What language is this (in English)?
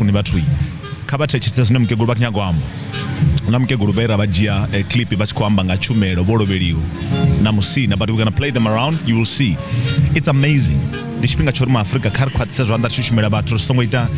Venda